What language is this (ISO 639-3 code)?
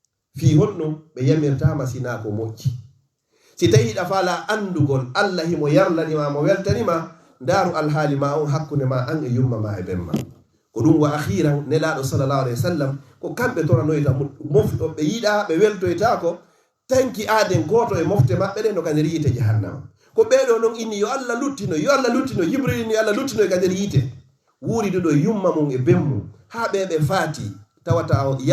ful